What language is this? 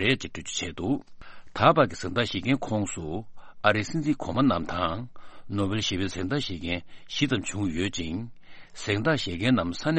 Tibetan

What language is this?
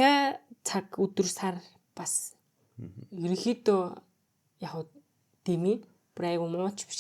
Mongolian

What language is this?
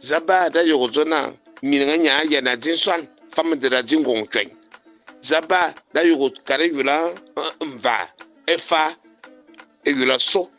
Fang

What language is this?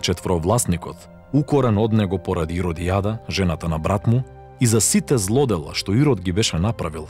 Macedonian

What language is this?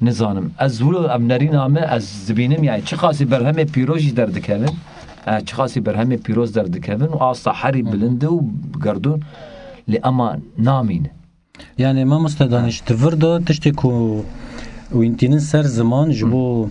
Kurdish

